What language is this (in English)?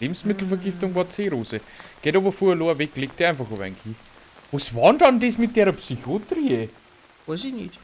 Bavarian